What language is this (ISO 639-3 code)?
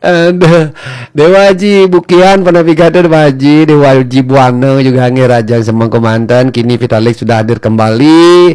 ban